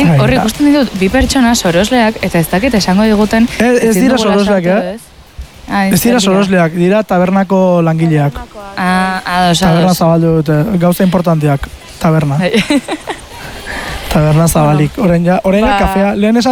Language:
Basque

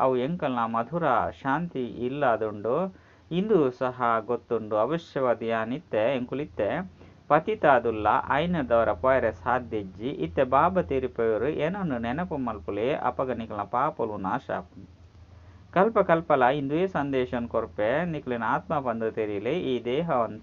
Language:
Tulu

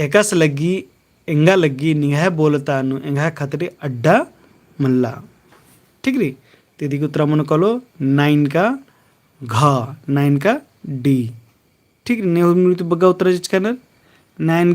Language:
Kurukh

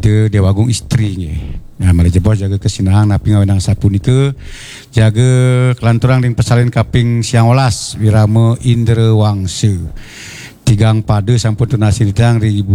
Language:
Balinese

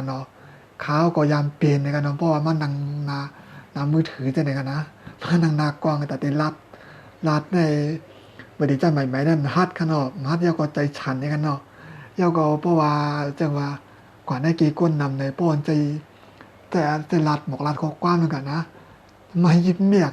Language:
Shan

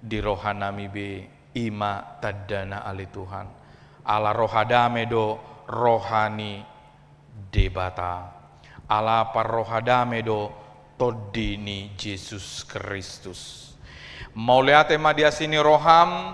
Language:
Batak Toba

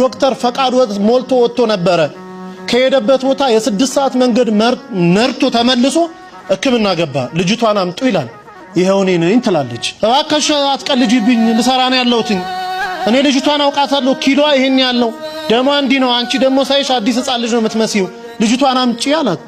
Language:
Amharic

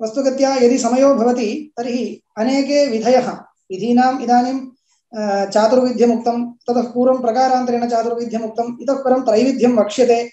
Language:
Sanskrit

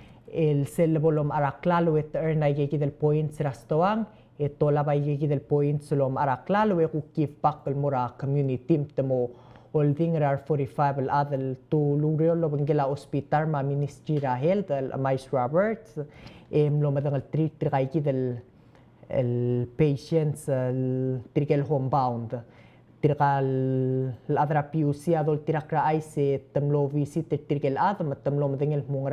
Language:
Palauan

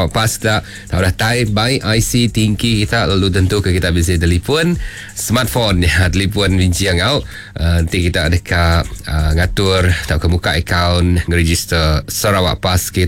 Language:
Iban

